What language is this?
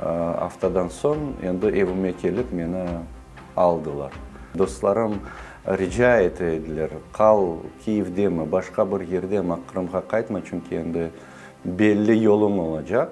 Crimean Tatar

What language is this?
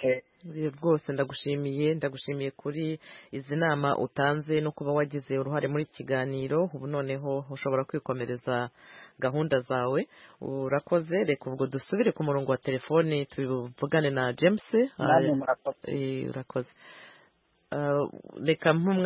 Kinyarwanda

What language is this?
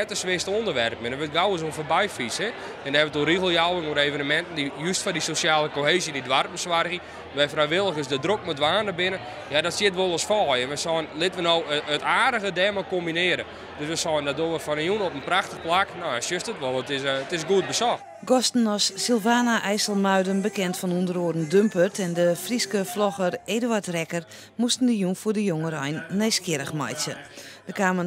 Western Frisian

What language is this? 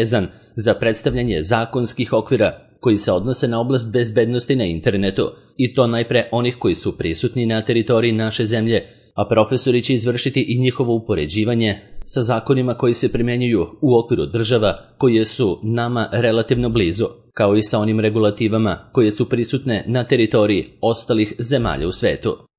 Serbian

